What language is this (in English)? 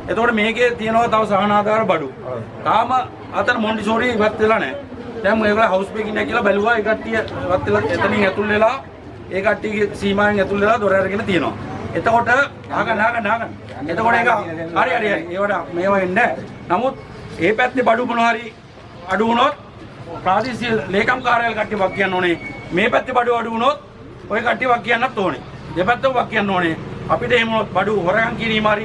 Sinhala